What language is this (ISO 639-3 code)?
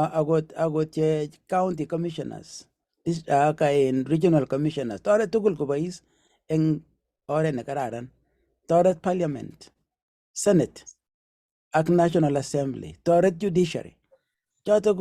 kln